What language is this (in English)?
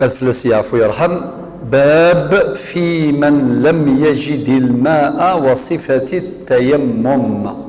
Kabyle